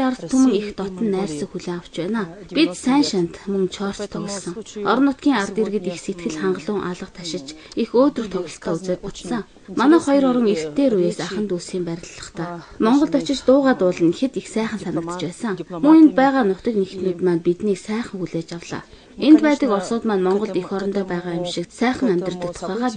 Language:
Mongolian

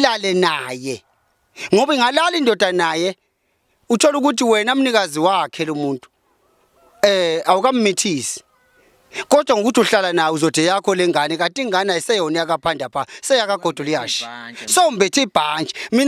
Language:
Zulu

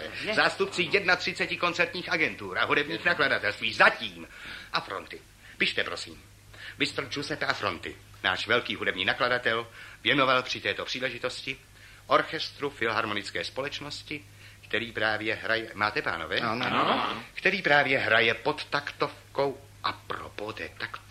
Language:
Czech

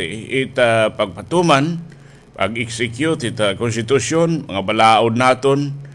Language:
Waray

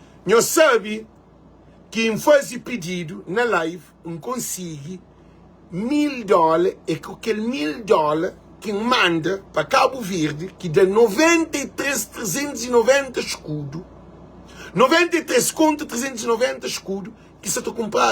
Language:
Kabuverdianu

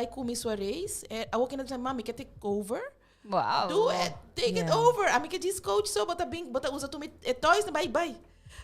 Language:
Papiamento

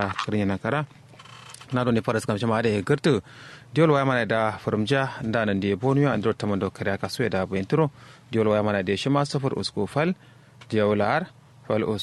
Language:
Kanuri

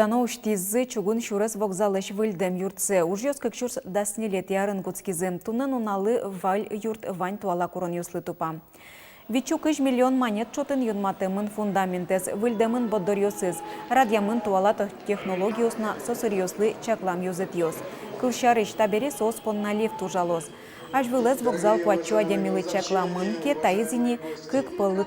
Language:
Udmurt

